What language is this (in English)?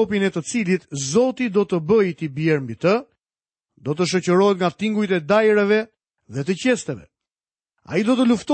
Albanian